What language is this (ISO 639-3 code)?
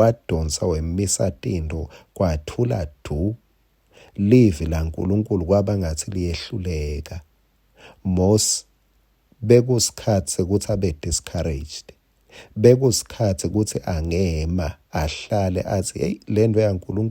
ssw